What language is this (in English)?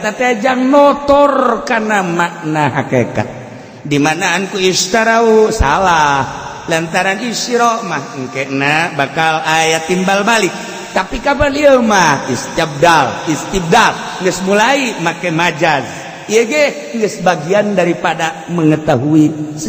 Sundanese